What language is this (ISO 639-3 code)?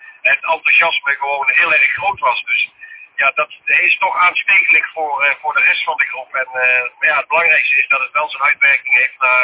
nld